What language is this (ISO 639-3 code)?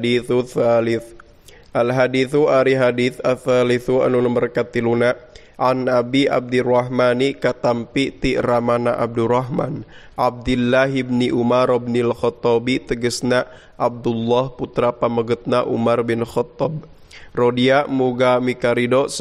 sun